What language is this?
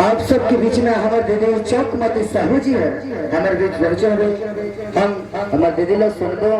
Chhattisgarhi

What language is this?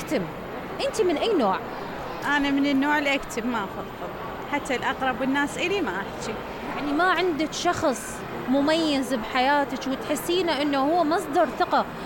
Mesopotamian Arabic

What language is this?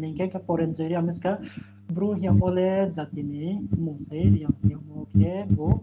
Riang (India)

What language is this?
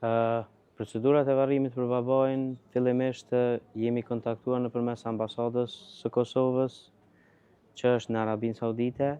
Albanian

